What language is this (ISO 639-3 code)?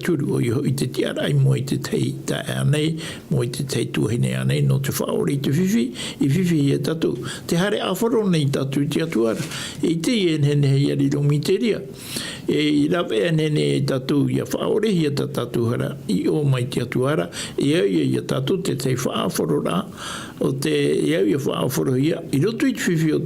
tah